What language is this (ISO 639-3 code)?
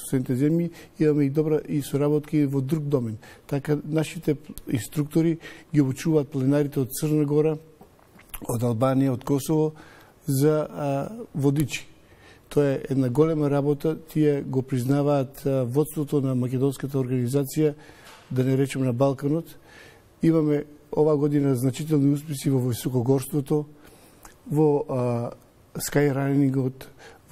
mkd